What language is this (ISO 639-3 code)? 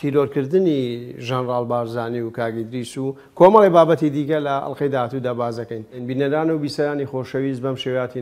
ckb